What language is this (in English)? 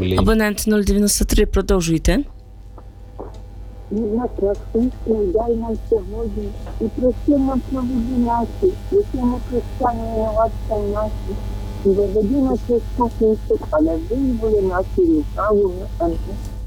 Ukrainian